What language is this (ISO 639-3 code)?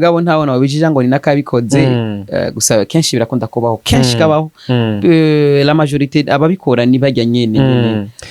run